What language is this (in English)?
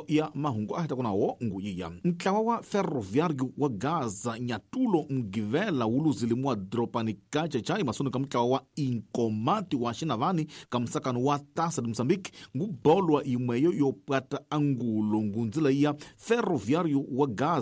Tsonga